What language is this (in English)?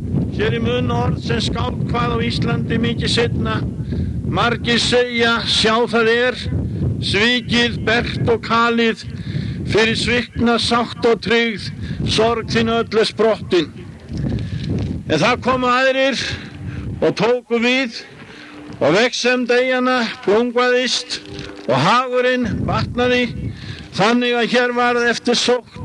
Icelandic